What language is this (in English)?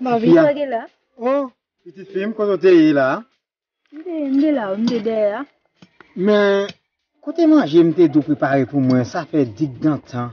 Haitian Creole